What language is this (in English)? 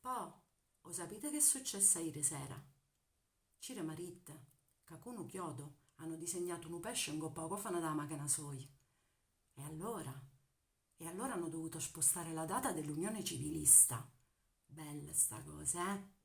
Neapolitan